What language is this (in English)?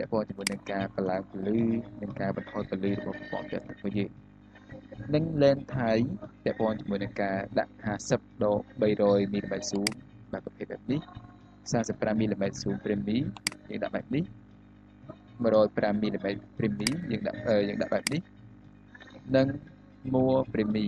Khmer